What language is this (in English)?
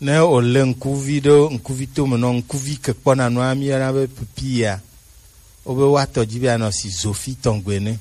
Gen